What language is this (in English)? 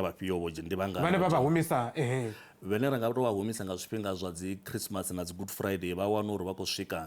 Venda